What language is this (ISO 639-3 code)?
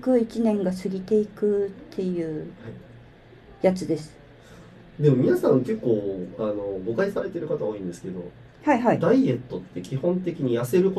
jpn